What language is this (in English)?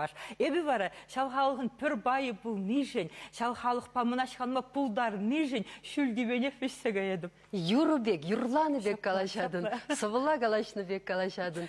Chuvash